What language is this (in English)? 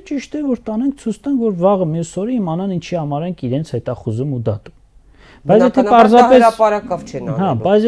Armenian